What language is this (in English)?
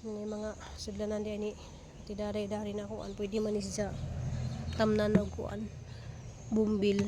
Cebuano